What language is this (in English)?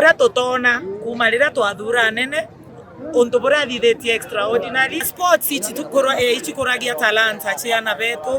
Meru